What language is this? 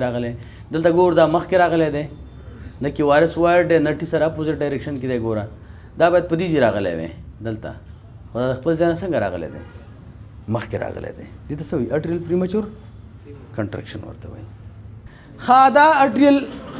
Pashto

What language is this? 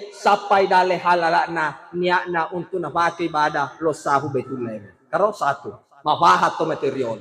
Buginese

